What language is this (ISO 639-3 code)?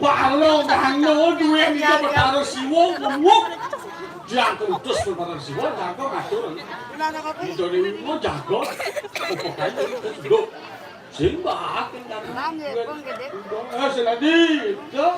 ban